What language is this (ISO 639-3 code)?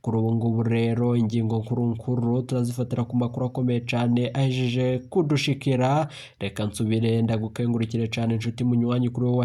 run